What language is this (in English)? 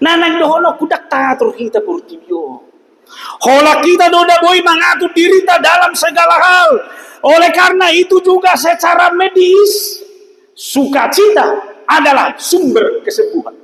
Batak Toba